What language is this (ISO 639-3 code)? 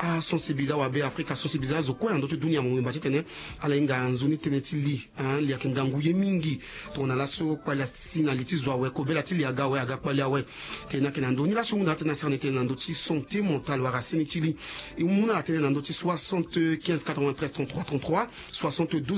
sag